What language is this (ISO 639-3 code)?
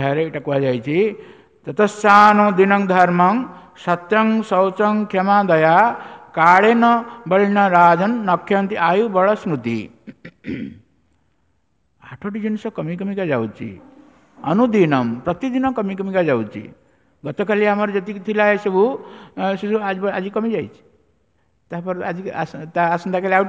ori